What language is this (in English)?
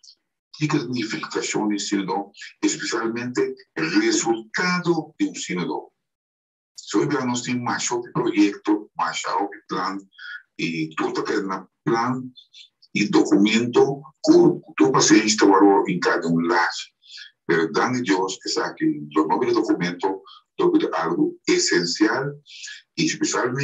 Papiamento